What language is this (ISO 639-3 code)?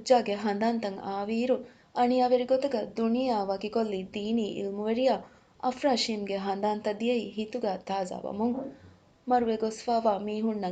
div